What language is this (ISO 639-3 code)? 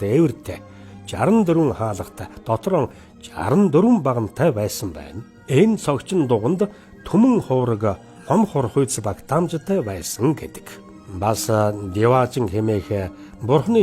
mon